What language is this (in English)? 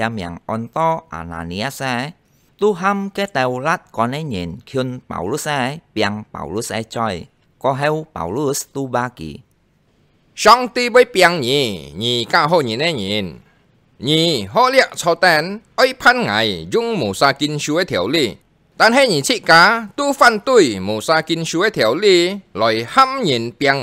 Hakka Chinese